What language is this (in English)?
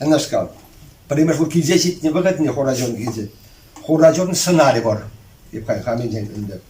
Chuvash